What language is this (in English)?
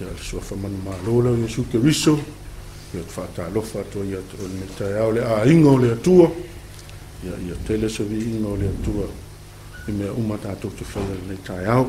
Samoan